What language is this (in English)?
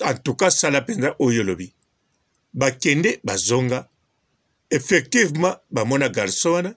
Lingala